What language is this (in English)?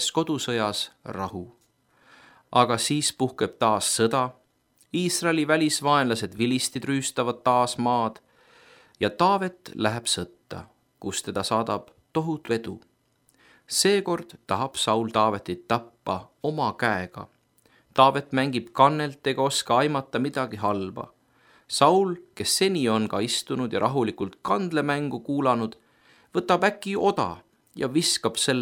Estonian